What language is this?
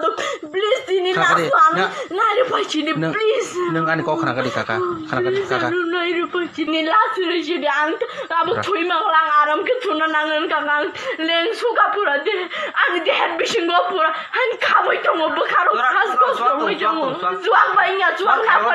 Kok Borok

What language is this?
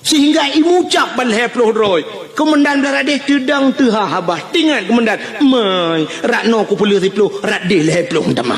Achinese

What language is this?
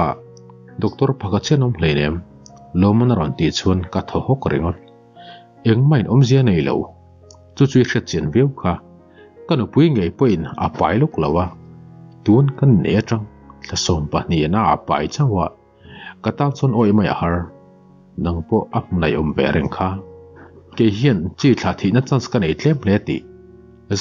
Mizo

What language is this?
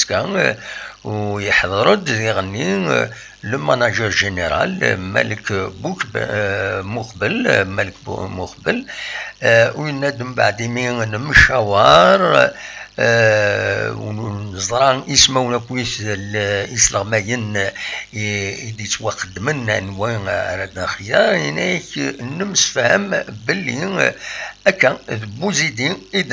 Kabyle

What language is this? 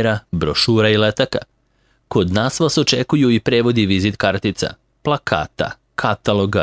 Serbian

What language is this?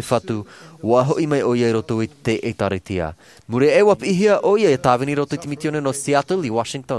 Tahitian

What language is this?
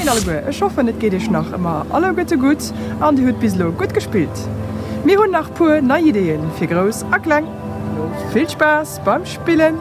Luxembourgish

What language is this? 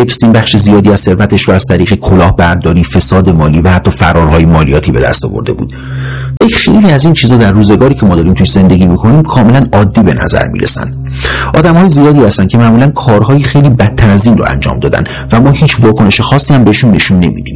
Persian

